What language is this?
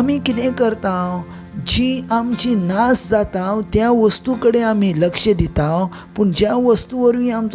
Konkani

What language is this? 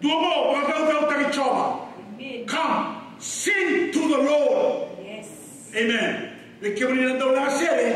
Fijian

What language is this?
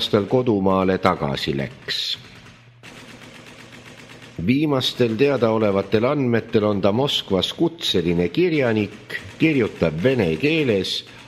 Estonian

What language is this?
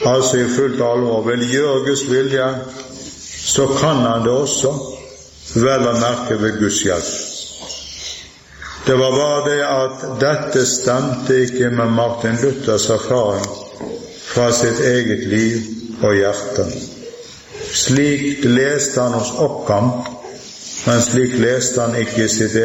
Norwegian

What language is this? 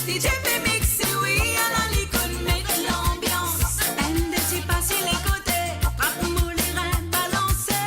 Morisyen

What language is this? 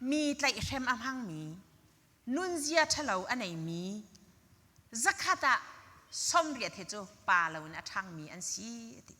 Hakha Chin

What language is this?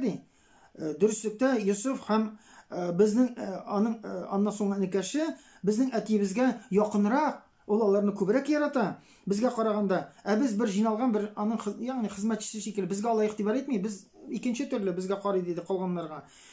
Tatar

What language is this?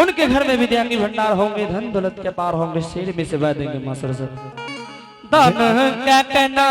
Angika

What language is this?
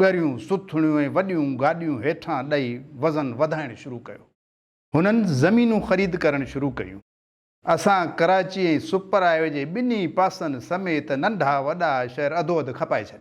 Sindhi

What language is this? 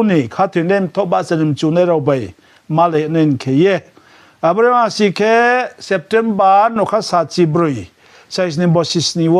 Riang (India)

